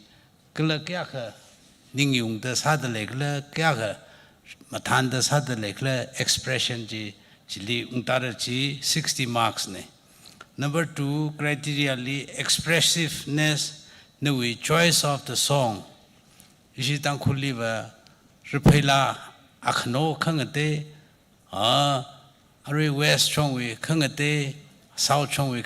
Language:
Tangkhul Naga (India)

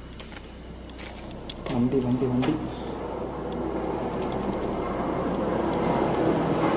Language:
Tamil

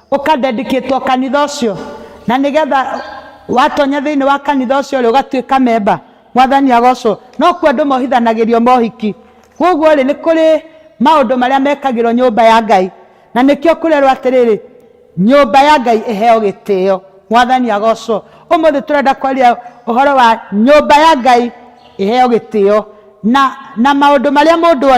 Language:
Kikuyu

